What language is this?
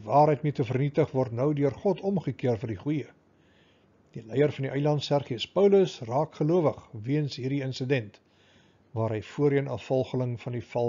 Afrikaans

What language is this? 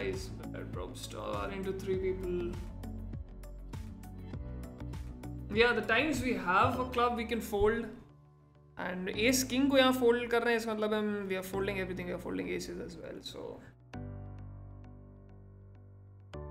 English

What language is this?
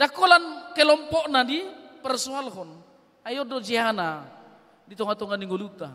Batak Toba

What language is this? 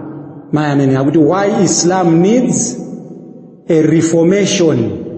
Nyanja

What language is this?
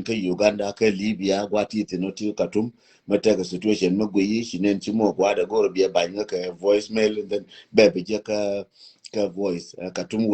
Nuer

